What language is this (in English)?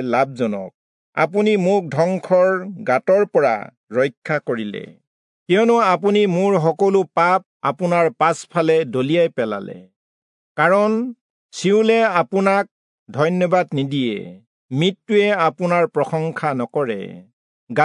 Assamese